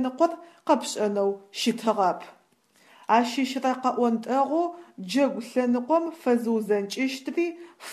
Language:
Adyghe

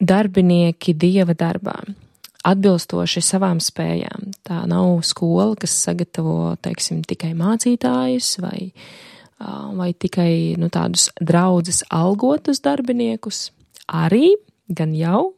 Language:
Latvian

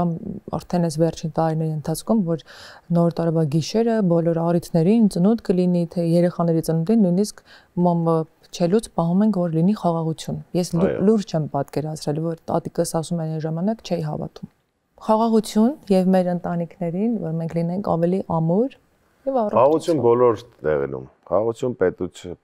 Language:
Armenian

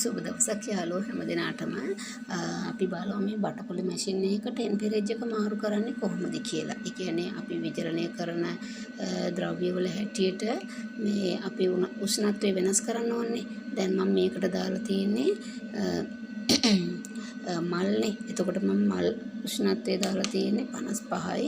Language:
Sinhala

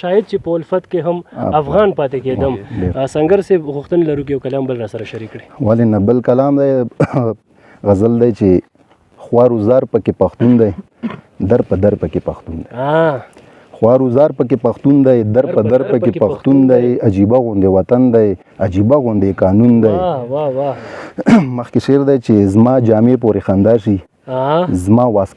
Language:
Pashto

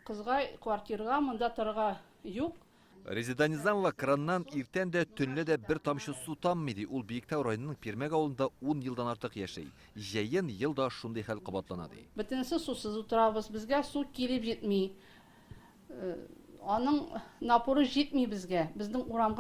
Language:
Tatar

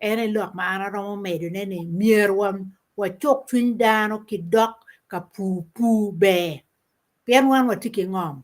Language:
Acoli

